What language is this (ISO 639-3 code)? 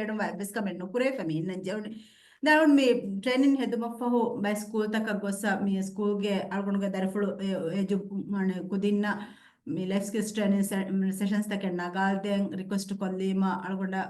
div